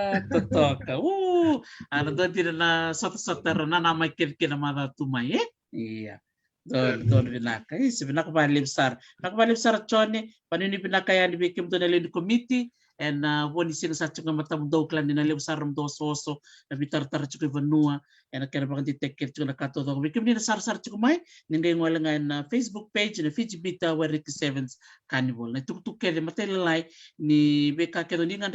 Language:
Fijian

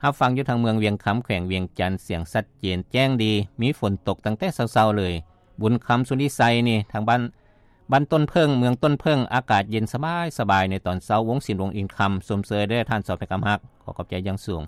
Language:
Lao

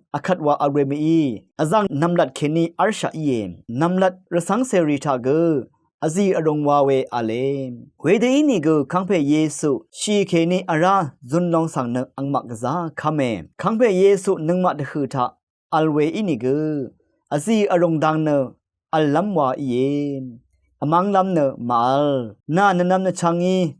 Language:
Rawang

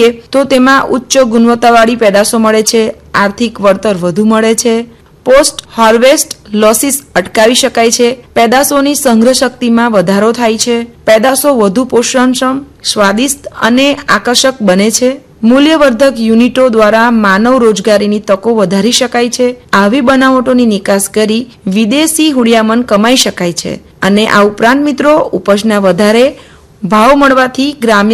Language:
Gujarati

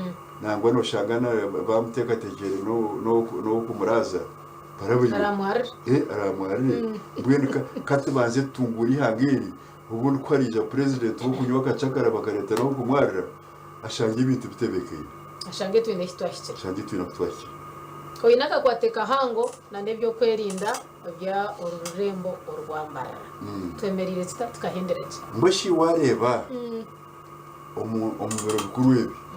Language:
Nyankole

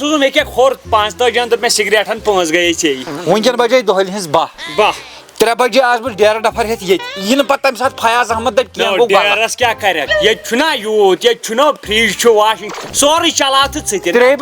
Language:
Kashmiri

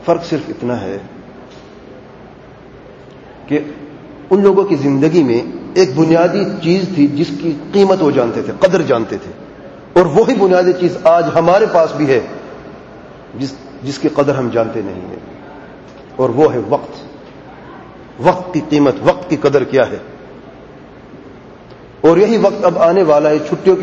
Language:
Urdu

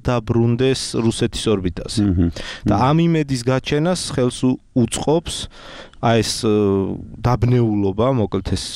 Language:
Georgian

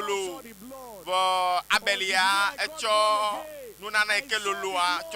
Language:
Ewe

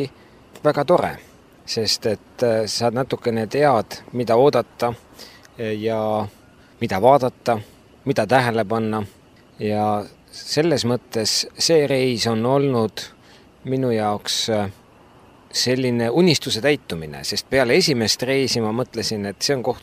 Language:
Estonian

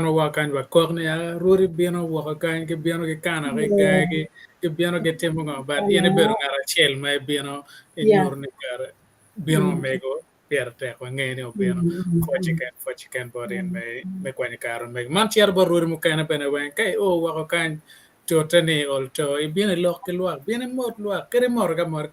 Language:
Acoli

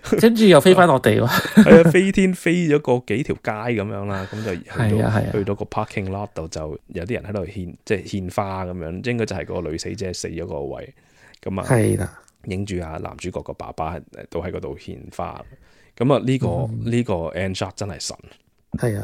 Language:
Cantonese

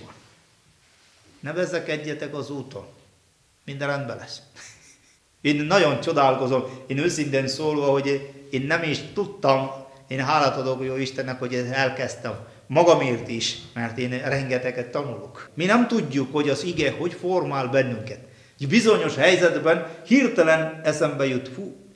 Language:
Hungarian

